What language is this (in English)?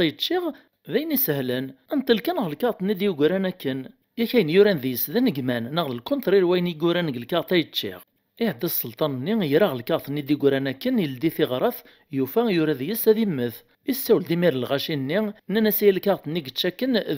Kabyle